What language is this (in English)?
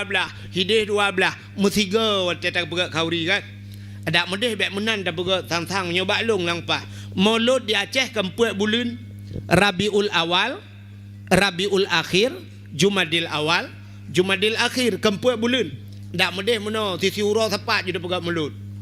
Achinese